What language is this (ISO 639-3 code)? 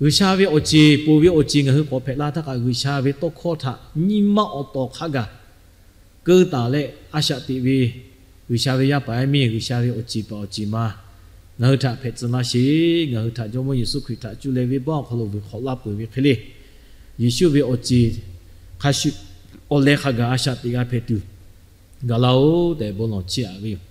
lhu